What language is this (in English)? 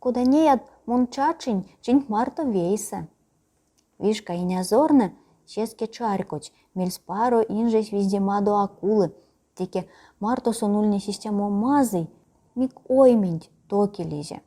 Erzya